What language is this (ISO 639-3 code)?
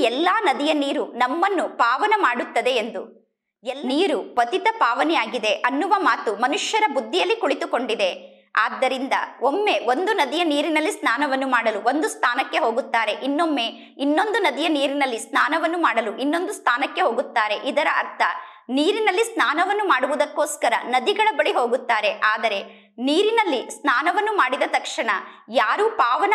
kan